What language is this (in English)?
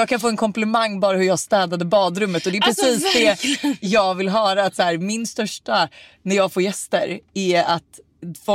Swedish